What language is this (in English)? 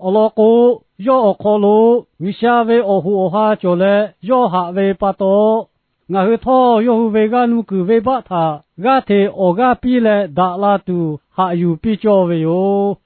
Lahu